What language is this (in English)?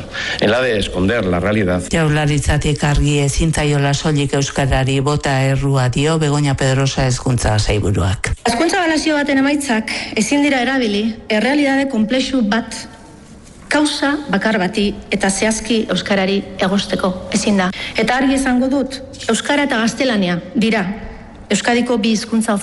Basque